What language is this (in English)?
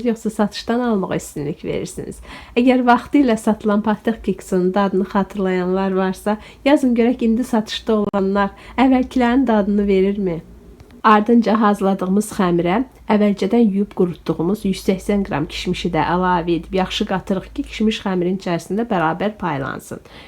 Azerbaijani